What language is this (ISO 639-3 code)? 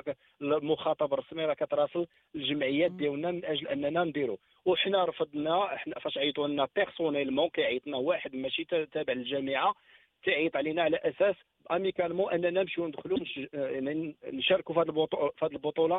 ary